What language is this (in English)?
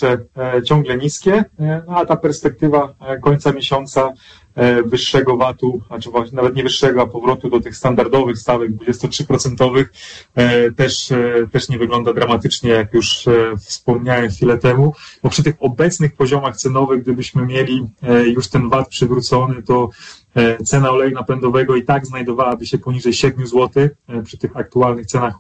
Polish